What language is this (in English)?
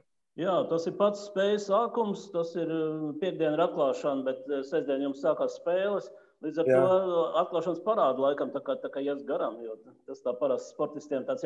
Latvian